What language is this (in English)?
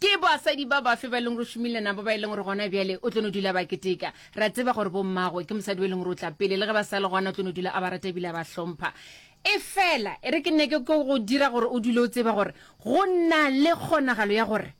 Northern Sotho